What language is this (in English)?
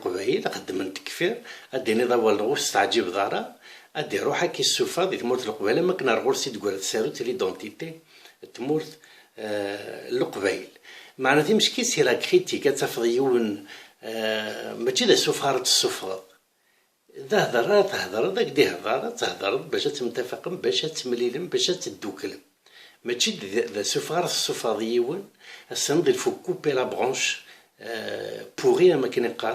Kabyle